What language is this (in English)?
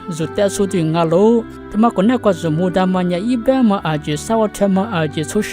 Lisu